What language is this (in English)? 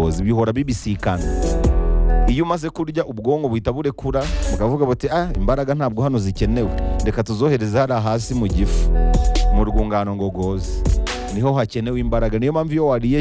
Kinyarwanda